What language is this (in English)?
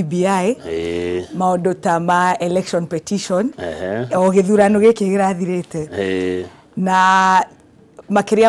Kikuyu